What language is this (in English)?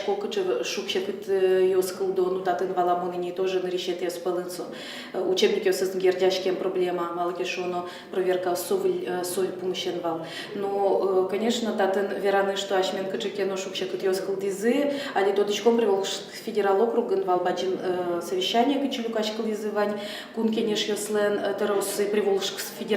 Udmurt